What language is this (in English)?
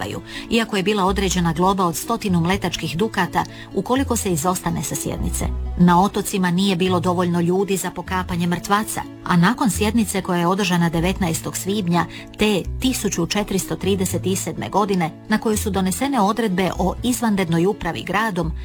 Croatian